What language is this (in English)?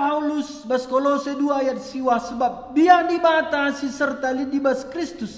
Batak Karo